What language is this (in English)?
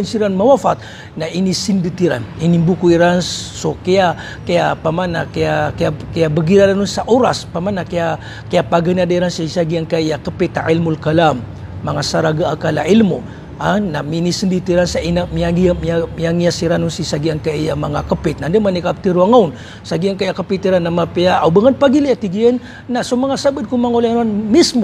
Maranao